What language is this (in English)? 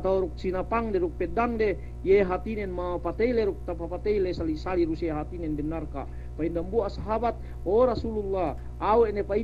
Yakan